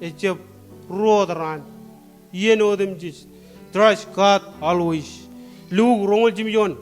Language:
Marshallese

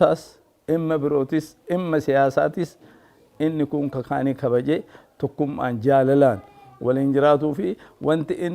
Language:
Oromo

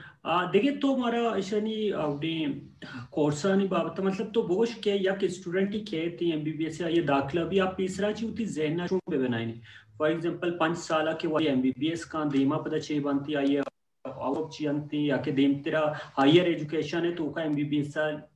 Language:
Baluchi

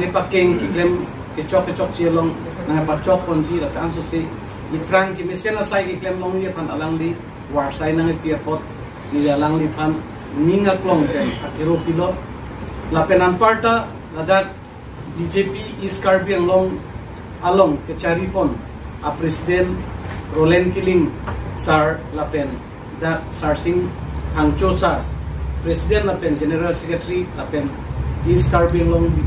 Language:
Karbi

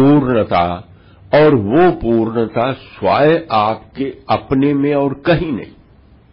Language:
Hindi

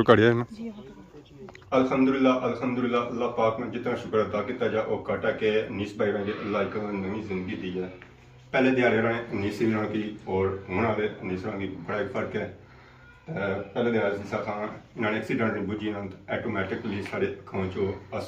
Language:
Pahari-Potwari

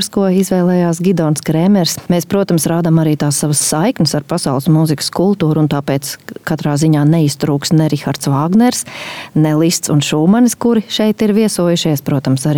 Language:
Latvian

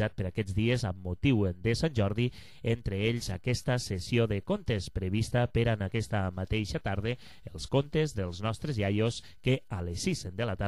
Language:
Catalan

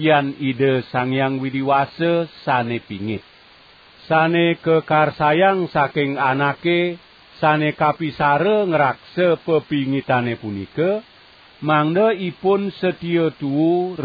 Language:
Balinese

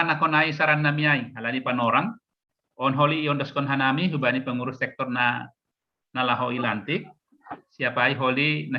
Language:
Batak Simalungun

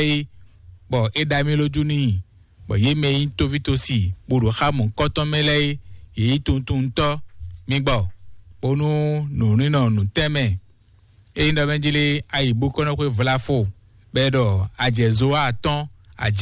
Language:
Fon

